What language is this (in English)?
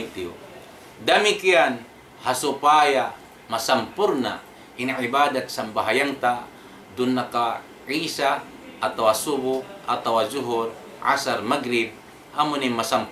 Tausug